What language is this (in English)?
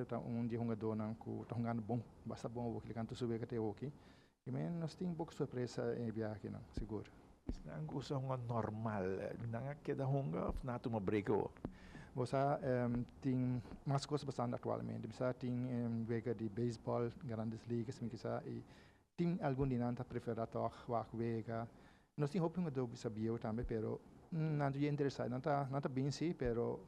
Papiamento